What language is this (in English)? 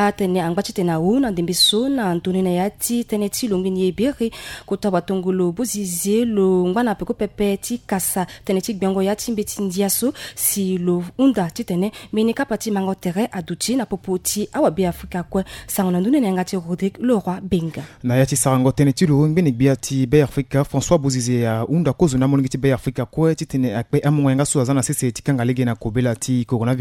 Sango